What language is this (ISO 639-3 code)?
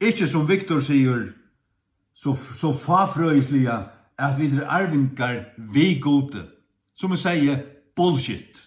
fao